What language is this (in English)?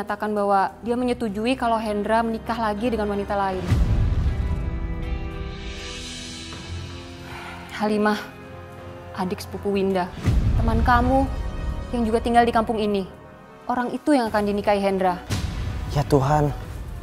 Indonesian